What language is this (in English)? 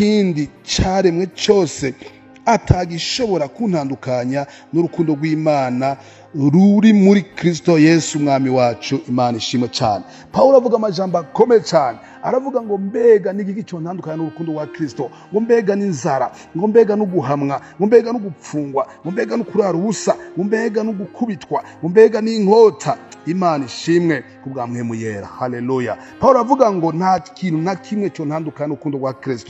Rundi